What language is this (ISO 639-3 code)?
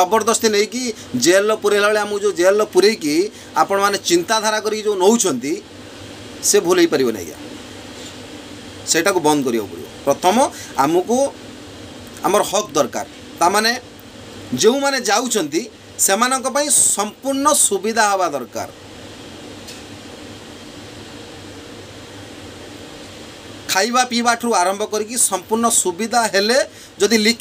ori